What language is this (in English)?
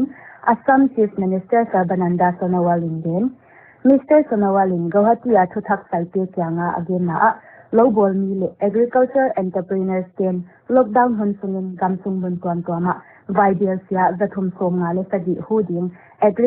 Paite Chin